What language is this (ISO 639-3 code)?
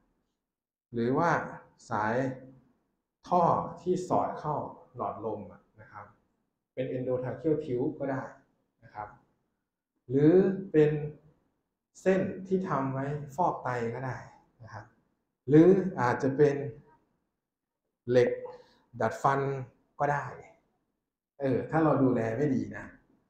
tha